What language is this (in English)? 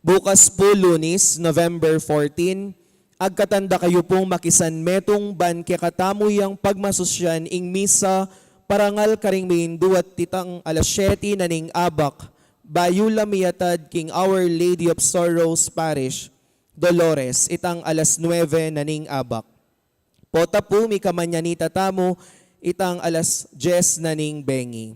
Pampanga